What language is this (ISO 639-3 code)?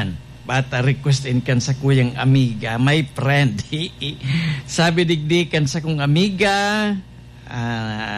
bik